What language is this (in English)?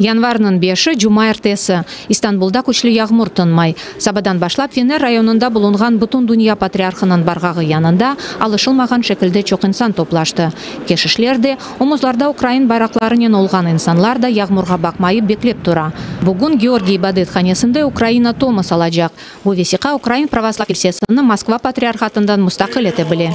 Crimean Tatar